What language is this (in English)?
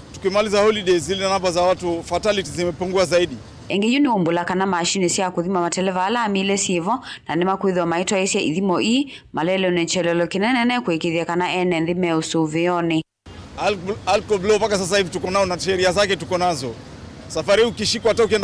Kamba